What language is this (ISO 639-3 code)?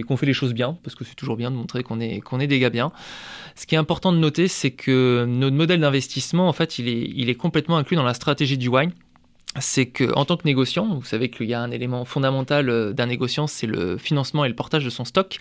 fra